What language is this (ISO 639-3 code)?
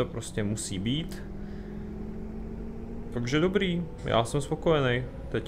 ces